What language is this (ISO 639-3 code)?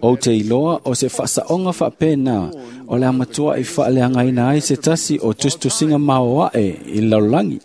smo